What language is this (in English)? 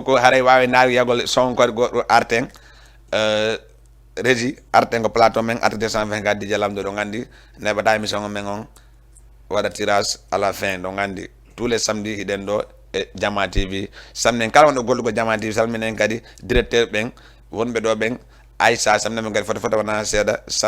Fula